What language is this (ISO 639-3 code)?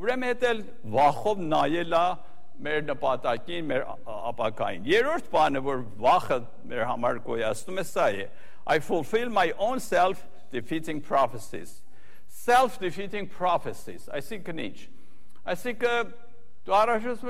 hye